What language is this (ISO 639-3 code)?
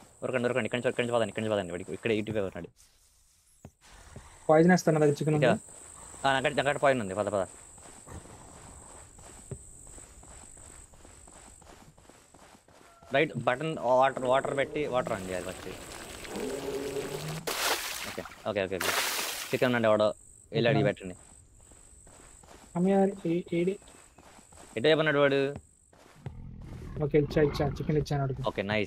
tel